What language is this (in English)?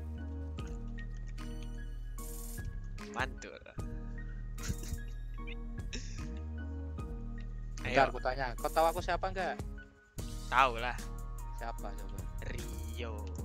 Indonesian